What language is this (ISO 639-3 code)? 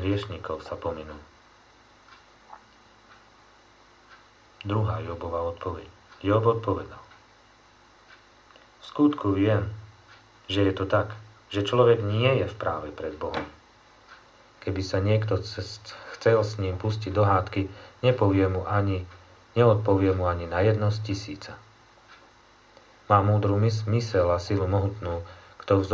slk